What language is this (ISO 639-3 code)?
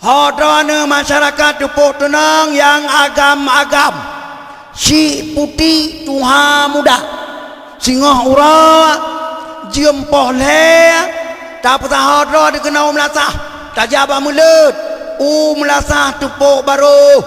ace